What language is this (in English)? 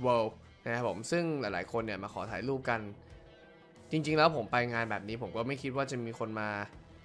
Thai